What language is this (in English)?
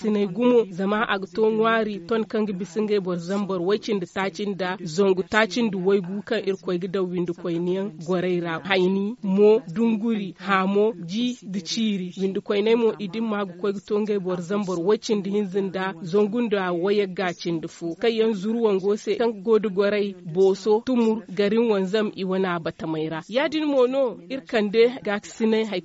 Zarma